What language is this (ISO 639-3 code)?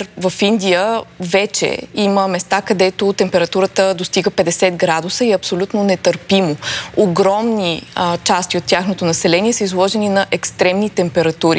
bul